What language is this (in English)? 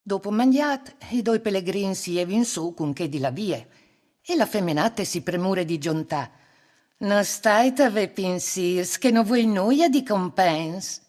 Friulian